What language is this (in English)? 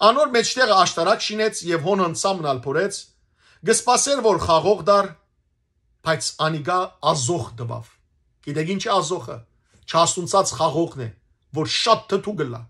Western Armenian